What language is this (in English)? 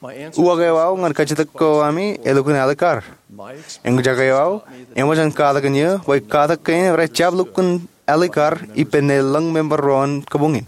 Marshallese